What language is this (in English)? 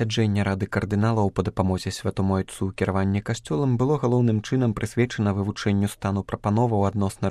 Belarusian